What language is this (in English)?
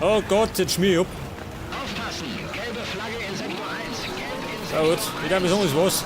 Bavarian